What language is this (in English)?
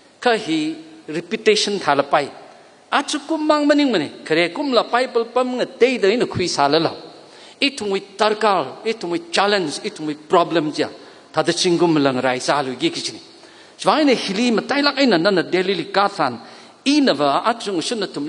Tangkhul Naga (India)